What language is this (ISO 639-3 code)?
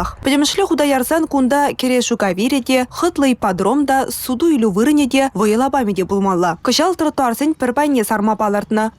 chv